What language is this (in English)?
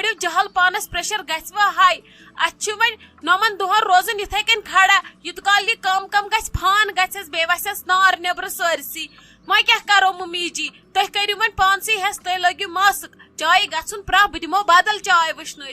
Kashmiri